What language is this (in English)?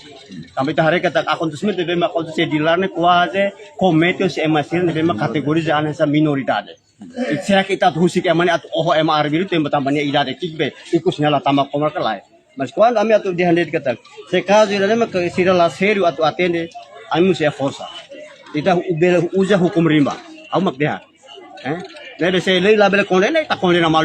Tetum